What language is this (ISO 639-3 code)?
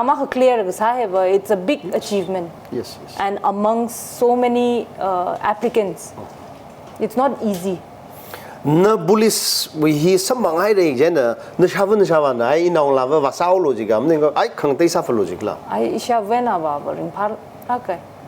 nmf